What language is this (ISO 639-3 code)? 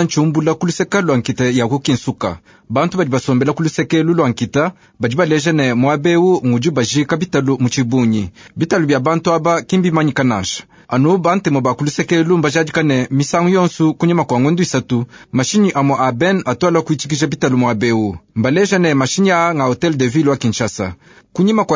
lua